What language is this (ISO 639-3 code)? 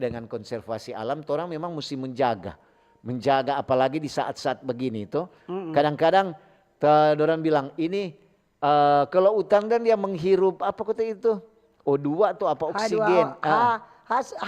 xmm